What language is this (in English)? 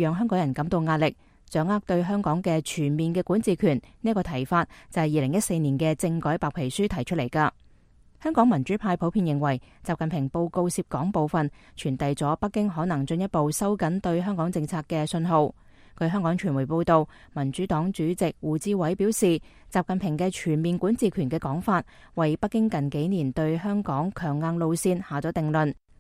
Cantonese